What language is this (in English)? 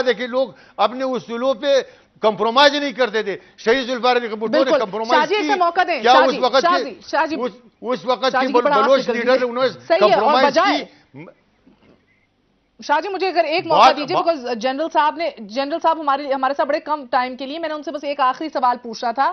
Urdu